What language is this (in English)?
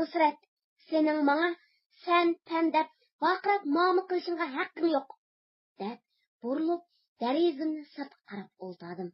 Uyghur